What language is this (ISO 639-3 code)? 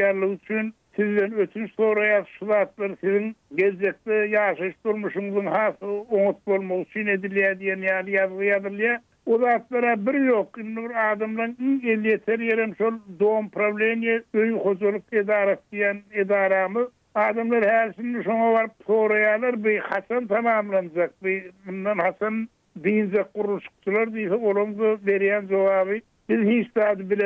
tuk